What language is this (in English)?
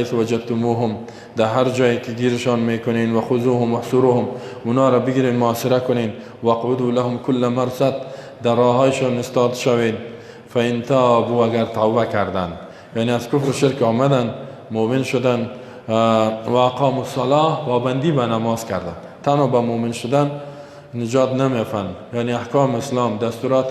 Persian